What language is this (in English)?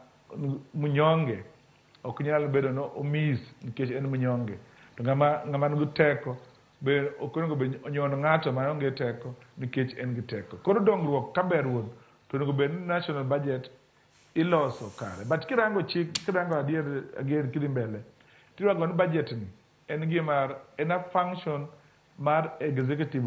Luo (Kenya and Tanzania)